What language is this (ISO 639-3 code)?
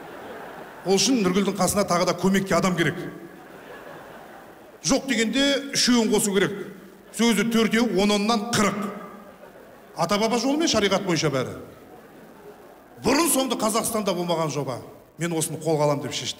kaz